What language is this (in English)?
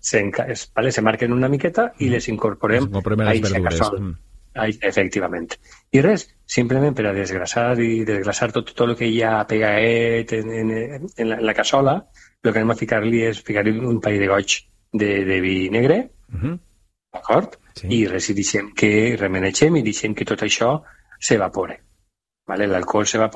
Catalan